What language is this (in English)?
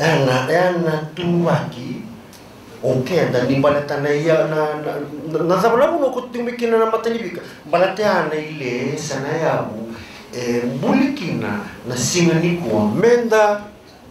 Fijian